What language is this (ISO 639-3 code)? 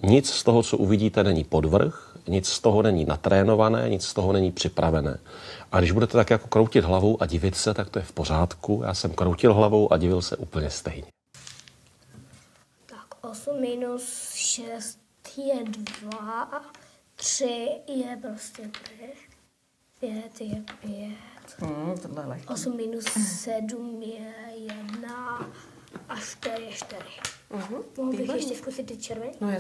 ces